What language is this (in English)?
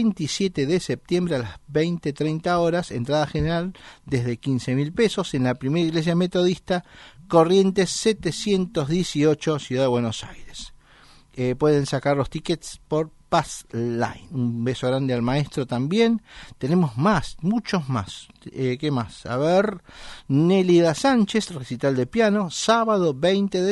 Spanish